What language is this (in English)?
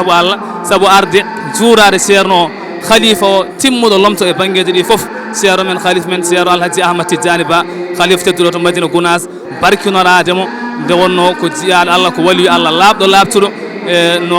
Fula